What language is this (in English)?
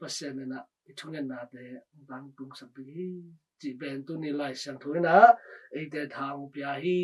Tedim Chin